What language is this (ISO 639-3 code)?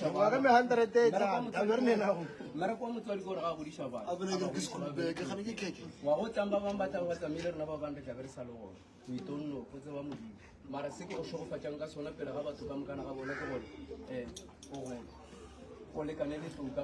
nso